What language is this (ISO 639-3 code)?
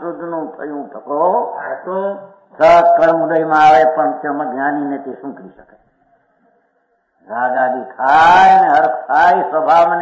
guj